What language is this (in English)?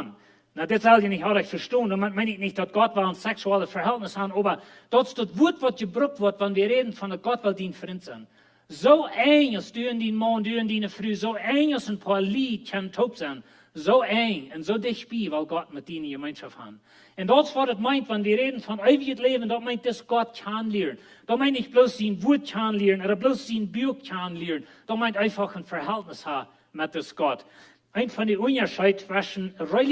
Plautdietsch